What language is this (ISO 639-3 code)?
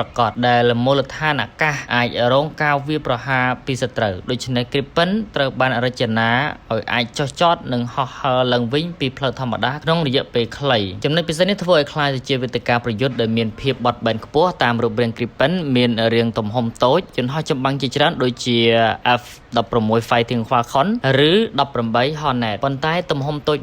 khm